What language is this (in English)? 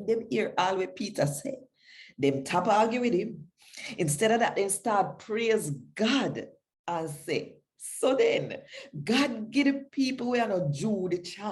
Jamaican Creole English